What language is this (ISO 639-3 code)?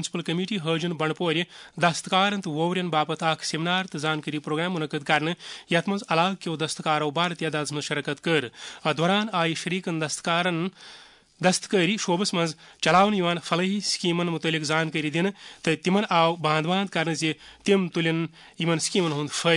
kas